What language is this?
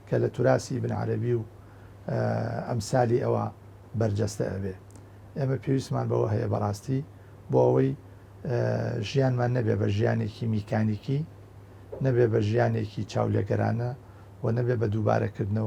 Central Kurdish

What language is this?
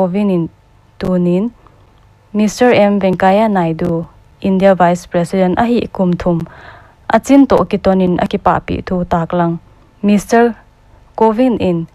Paite Chin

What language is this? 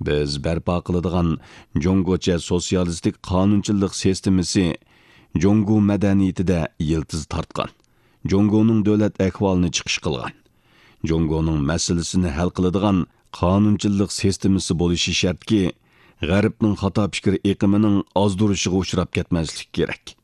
Uyghur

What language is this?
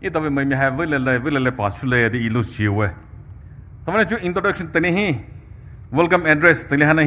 Poumei Naga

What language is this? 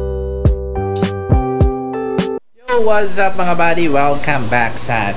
Filipino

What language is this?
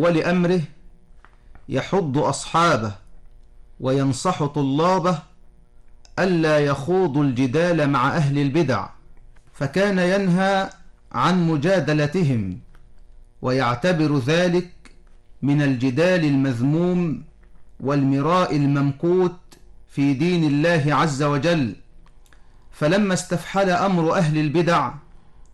Arabic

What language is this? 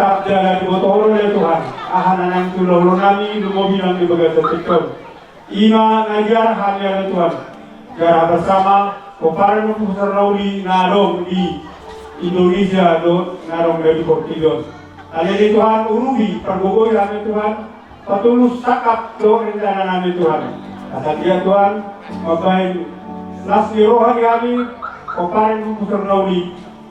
Batak Toba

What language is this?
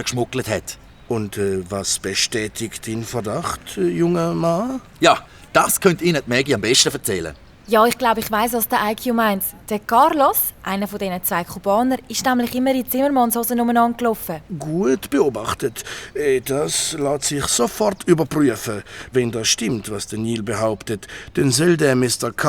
Swiss German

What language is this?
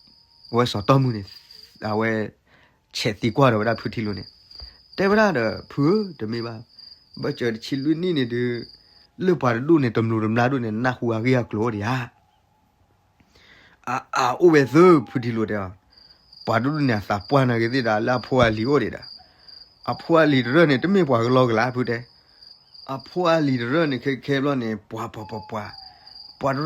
S'gaw Karen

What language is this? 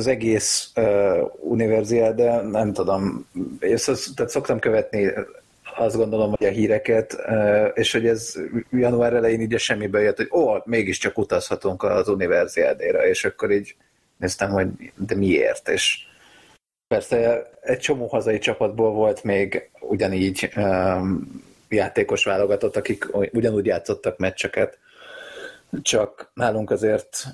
Hungarian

